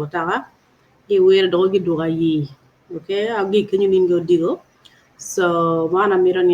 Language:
Acoli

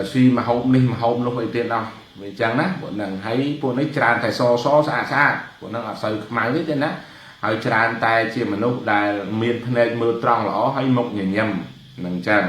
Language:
Khmer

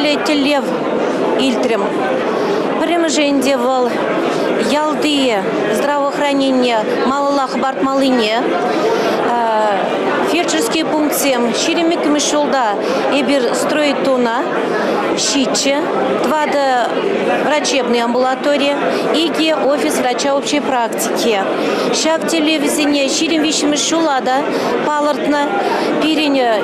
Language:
Chuvash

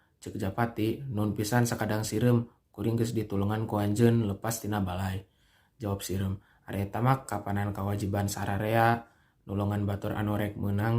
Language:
Sundanese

